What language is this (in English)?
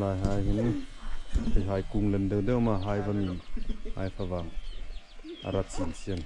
Hmar